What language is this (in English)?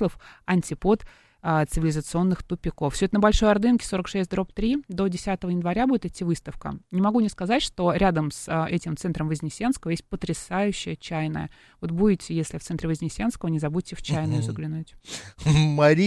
Russian